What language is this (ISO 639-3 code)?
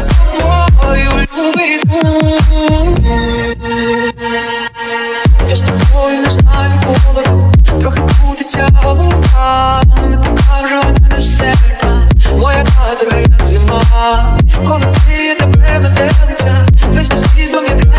ukr